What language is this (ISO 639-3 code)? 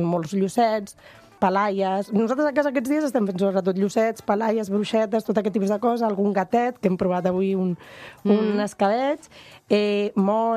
cat